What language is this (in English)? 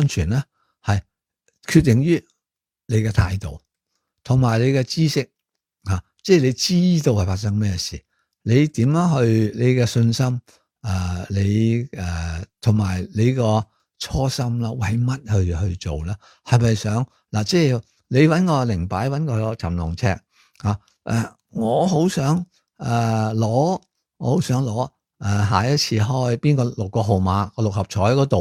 Cantonese